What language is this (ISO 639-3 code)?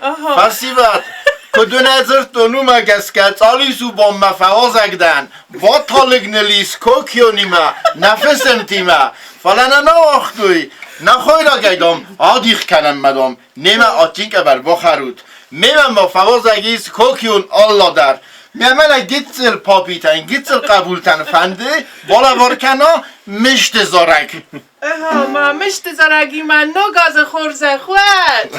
oss